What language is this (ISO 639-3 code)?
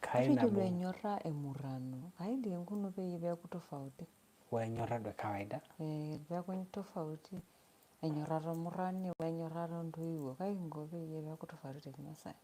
mas